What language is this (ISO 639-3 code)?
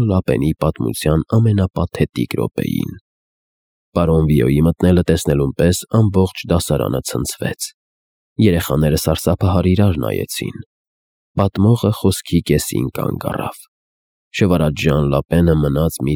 hye